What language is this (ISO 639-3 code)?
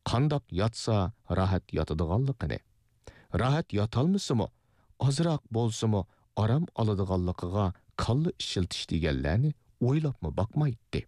uig